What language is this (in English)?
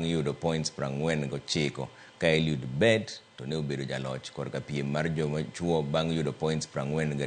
Luo (Kenya and Tanzania)